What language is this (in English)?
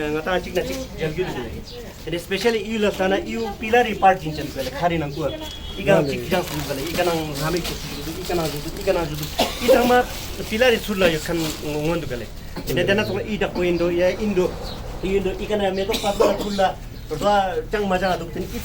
Ladakhi